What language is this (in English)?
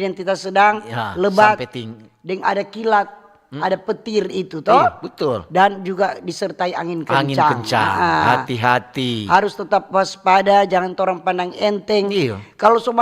Manado Malay